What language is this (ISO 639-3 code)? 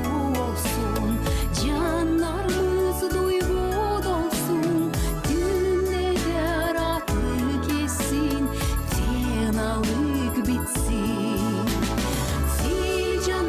gag